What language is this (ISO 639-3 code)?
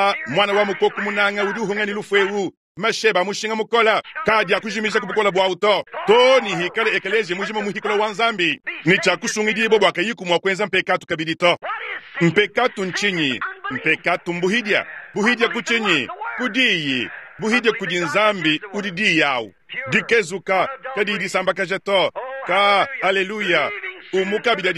lua